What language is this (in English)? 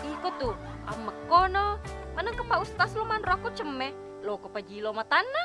Buginese